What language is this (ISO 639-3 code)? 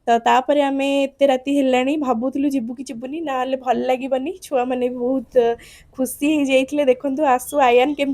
ori